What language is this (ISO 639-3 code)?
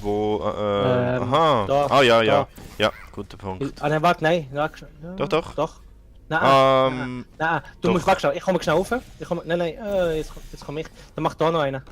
gsw